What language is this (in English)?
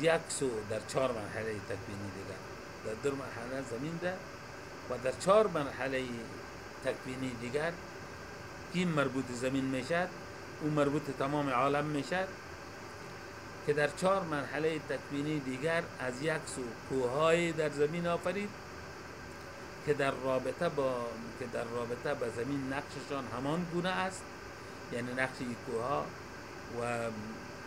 Persian